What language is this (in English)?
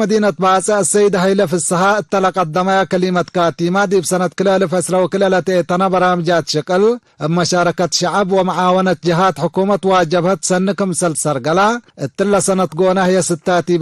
Tigre